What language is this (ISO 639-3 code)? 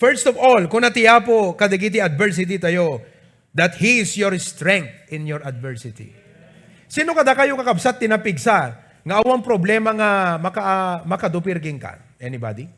ilo